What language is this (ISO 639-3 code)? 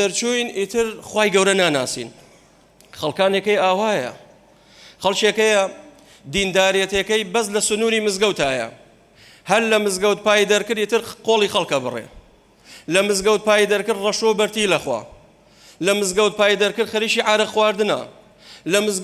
ckb